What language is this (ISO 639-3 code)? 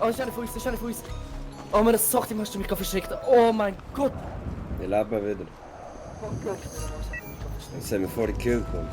gsw